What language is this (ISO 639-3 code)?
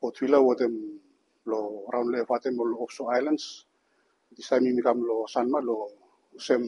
bis